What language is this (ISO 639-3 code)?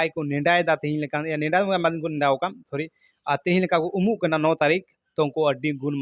sat